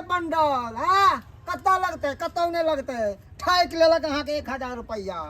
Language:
Maithili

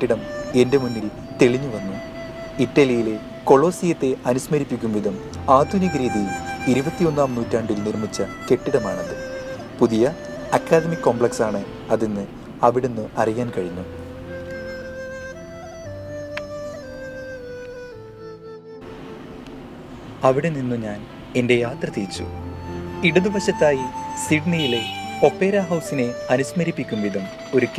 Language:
Malayalam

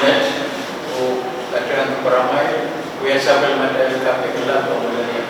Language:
Pohnpeian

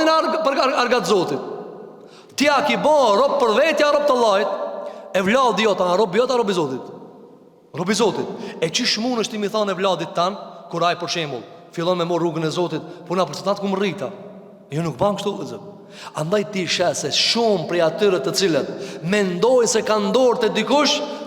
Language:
Albanian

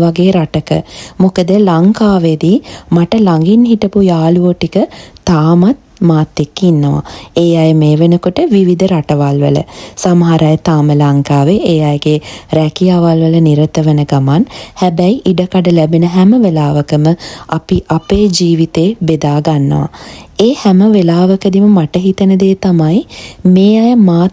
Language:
Sinhala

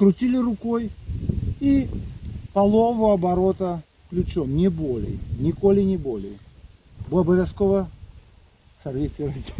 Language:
Belarusian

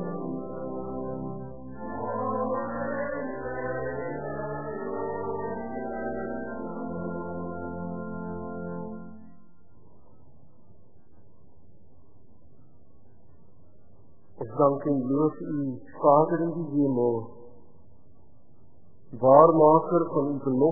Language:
Afrikaans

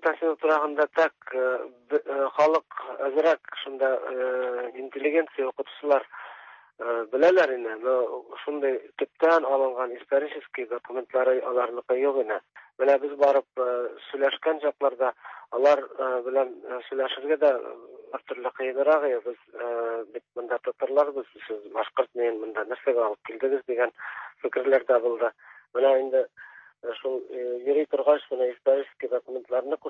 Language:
Tatar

